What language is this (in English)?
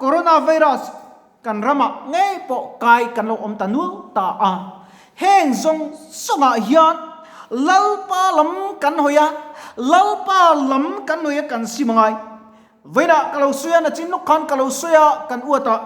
Mizo